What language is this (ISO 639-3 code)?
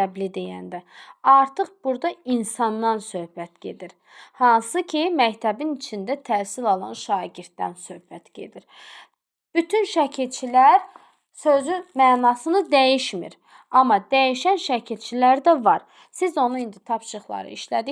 aze